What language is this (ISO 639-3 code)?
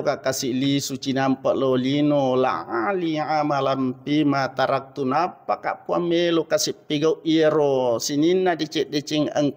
bug